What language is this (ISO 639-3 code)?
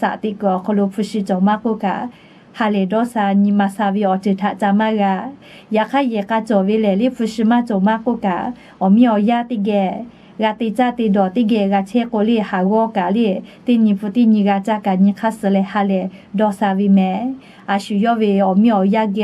lhu